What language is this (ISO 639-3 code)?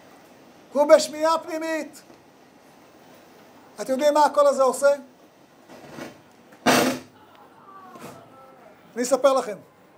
heb